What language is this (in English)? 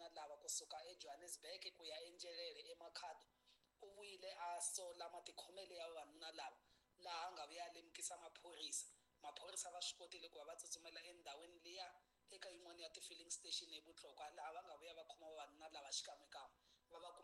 Tsonga